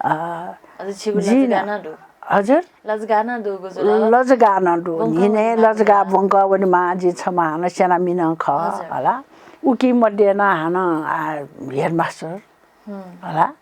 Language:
Newari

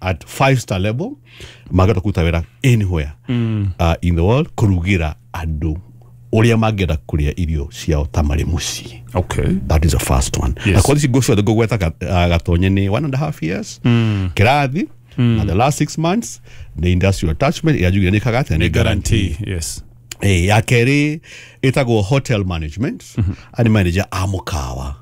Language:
Kikuyu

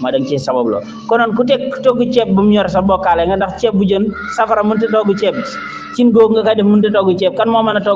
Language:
Wolof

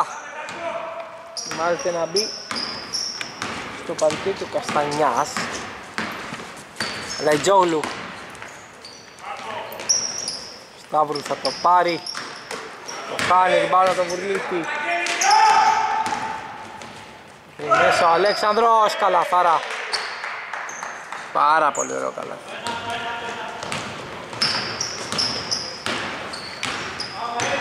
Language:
Greek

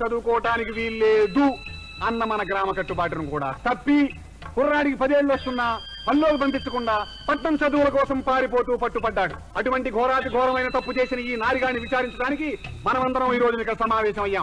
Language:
Telugu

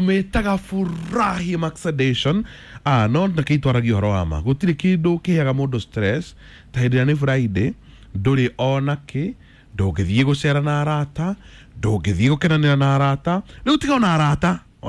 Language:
Kikuyu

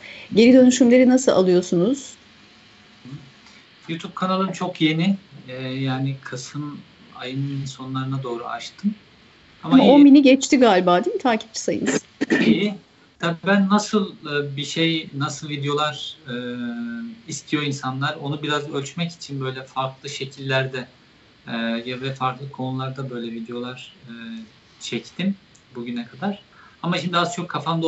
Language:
Turkish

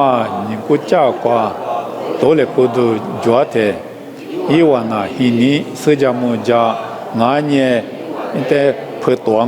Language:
Lisu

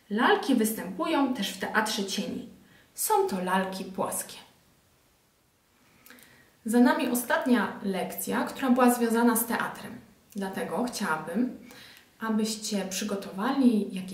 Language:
Polish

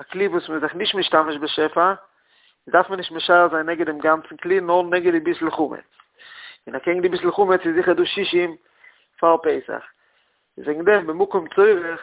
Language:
Yiddish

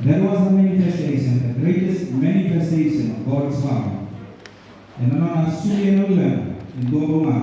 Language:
Fijian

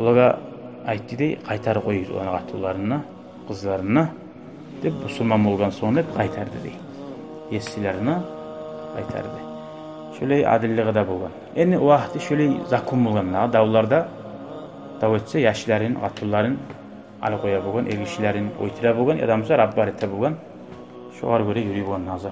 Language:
Kumyk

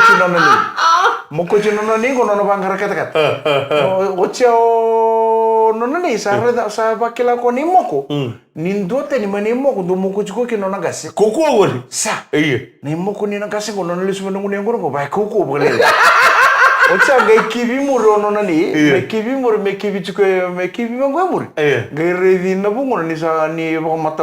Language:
Fijian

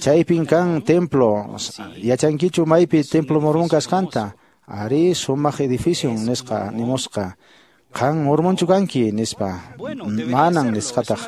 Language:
Quechua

